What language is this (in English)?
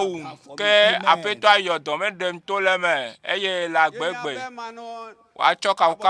Ewe